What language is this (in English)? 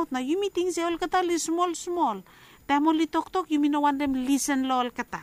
Bislama